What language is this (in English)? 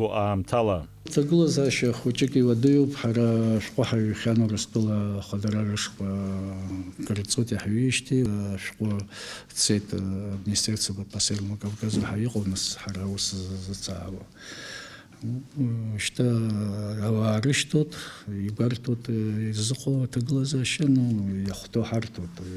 Abkhazian